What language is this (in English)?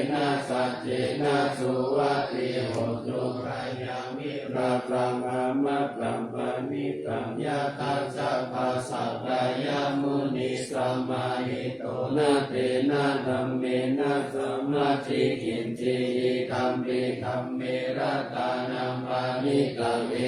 Pali